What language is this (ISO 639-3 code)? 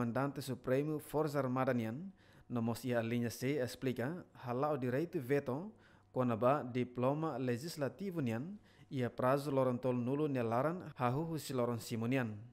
tet